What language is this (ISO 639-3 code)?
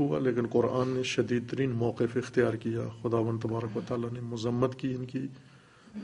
urd